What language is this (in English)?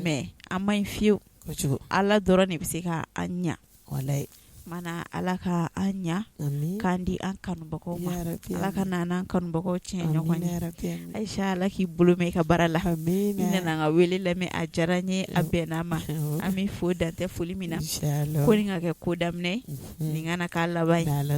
Bambara